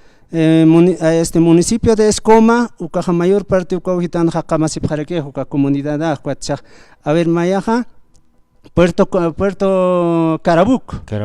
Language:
Aymara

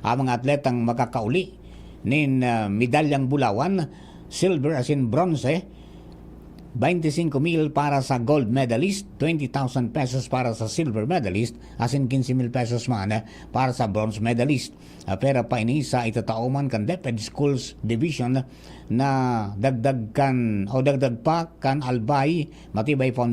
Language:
Bikol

